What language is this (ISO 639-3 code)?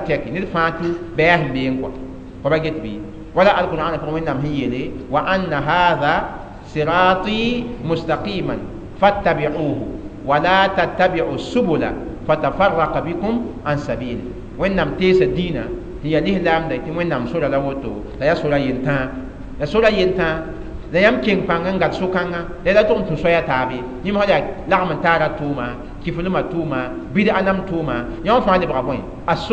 mos